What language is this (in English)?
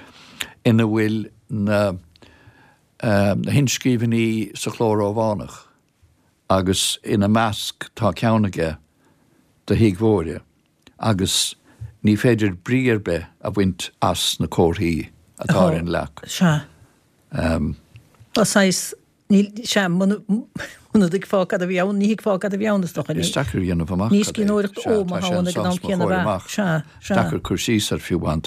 Irish